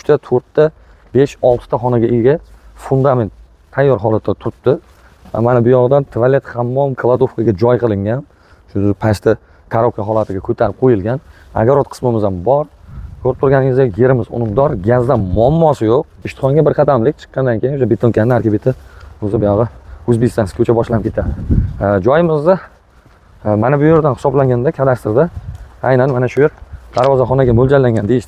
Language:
Uzbek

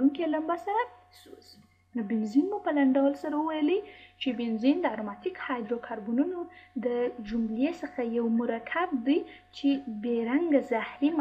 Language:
Pashto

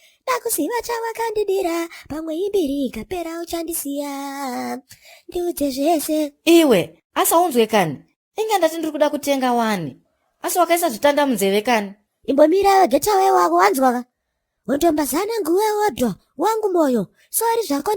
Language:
Shona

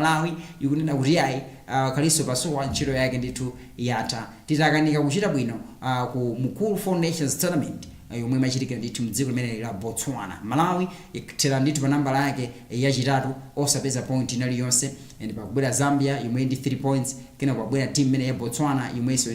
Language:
Nyanja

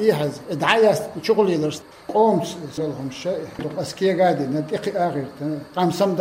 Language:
Chechen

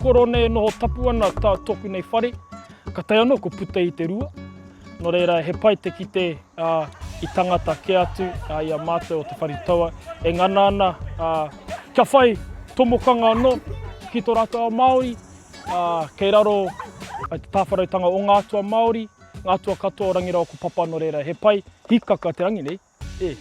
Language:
Māori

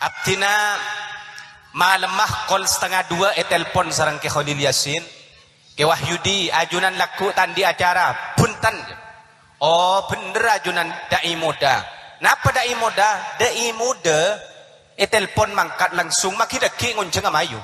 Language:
Madurese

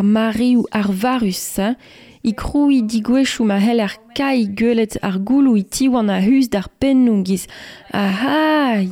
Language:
Breton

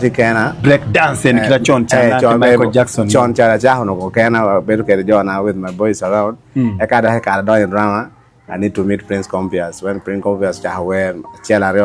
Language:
Acoli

